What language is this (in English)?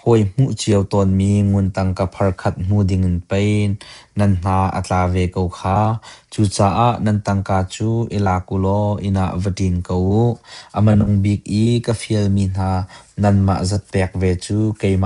Hakha Chin